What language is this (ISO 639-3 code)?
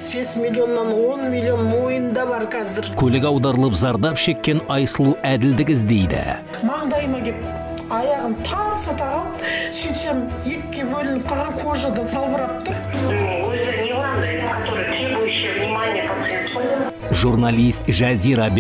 kaz